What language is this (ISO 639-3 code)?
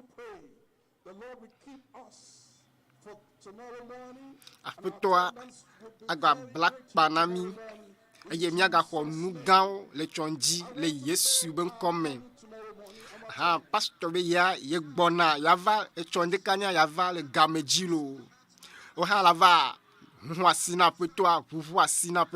ewe